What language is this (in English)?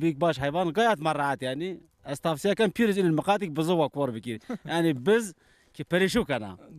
Zaza